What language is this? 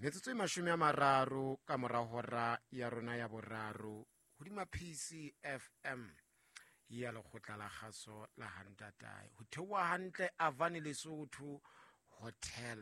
Southern Sotho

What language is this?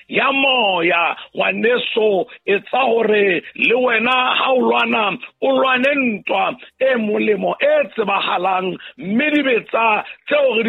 Southern Sotho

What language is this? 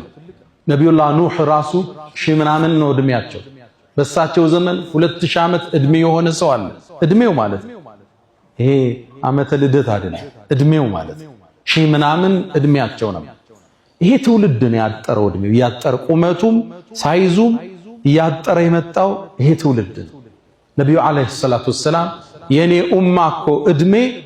Amharic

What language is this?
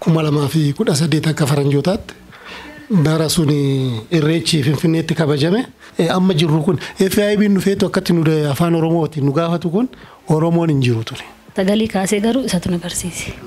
Oromo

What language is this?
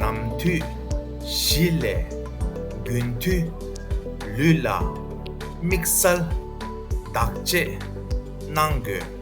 Tibetan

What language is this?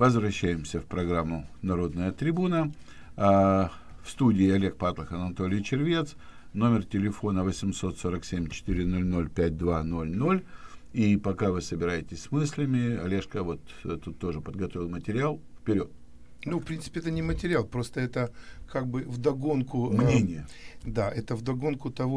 Russian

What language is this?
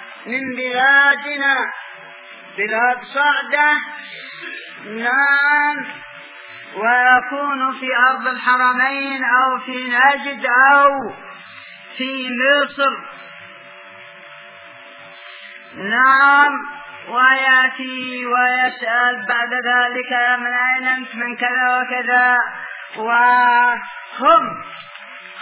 Arabic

